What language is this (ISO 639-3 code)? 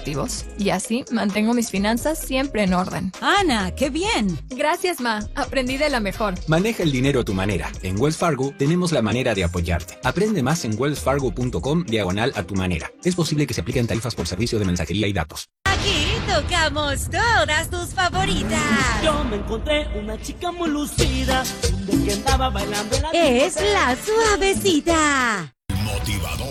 spa